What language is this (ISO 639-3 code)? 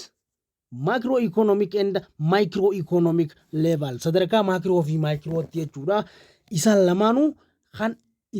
orm